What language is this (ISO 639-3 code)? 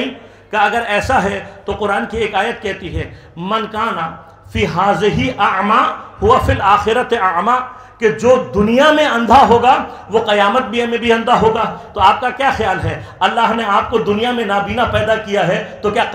urd